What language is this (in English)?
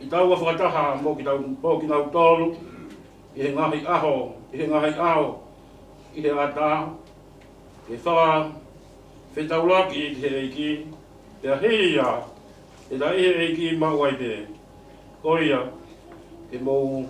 Tongan